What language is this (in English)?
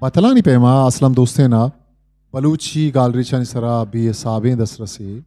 Eastern Balochi